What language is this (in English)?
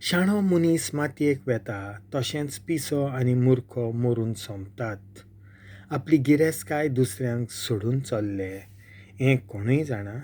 Konkani